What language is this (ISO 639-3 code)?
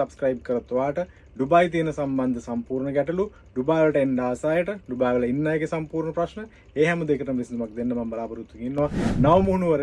sin